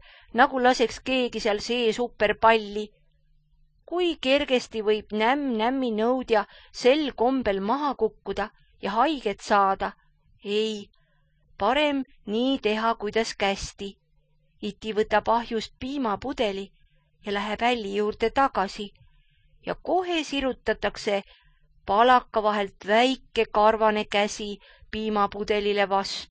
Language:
Estonian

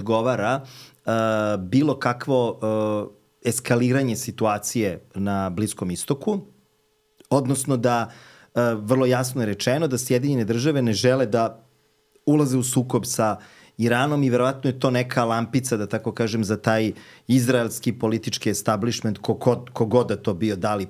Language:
Serbian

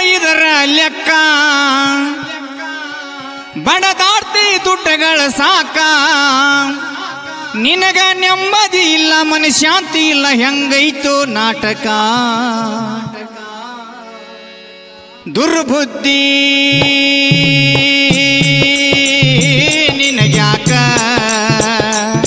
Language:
Kannada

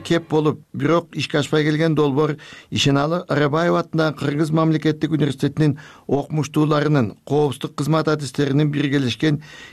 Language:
Kyrgyz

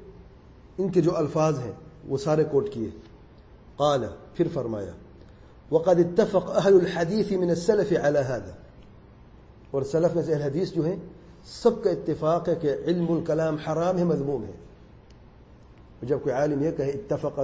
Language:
Urdu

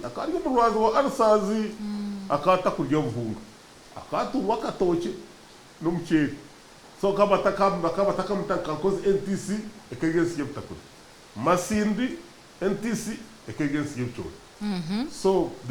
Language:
Nyankole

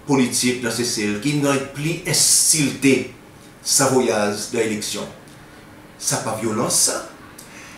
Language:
Seselwa Creole French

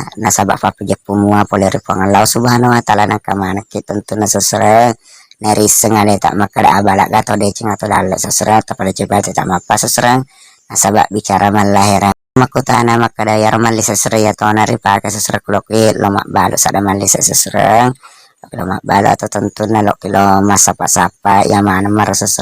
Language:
Buginese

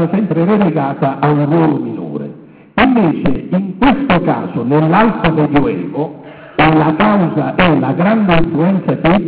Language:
Italian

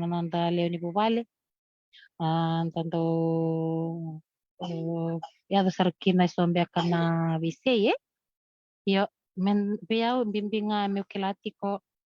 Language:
Fijian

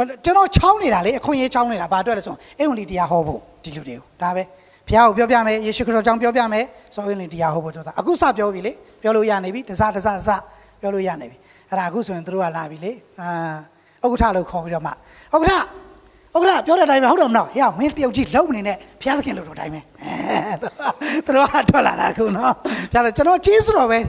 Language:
Burmese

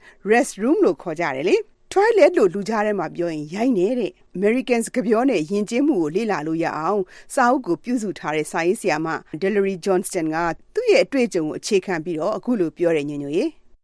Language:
Burmese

